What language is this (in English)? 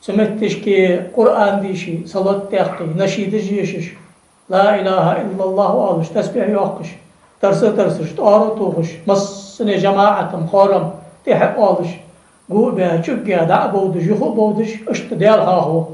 Ingush